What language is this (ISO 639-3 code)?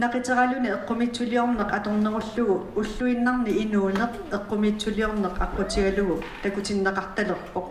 kal